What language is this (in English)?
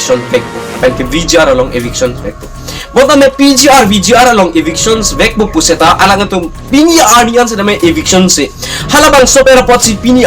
Karbi